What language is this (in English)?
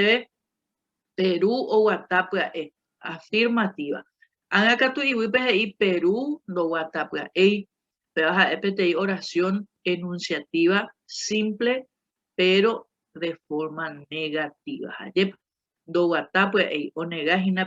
Guarani